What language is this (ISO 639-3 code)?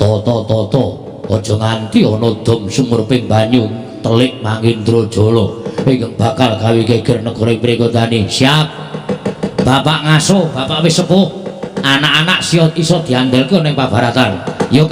jav